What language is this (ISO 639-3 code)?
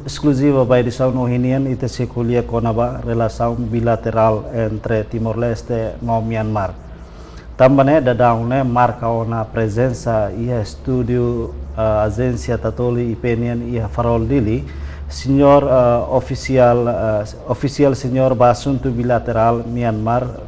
tet